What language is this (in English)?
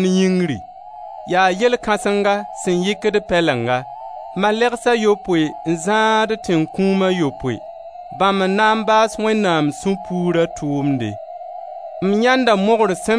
Mossi